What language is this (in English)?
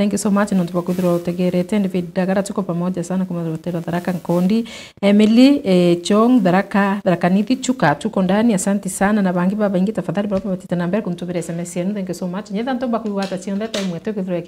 Meru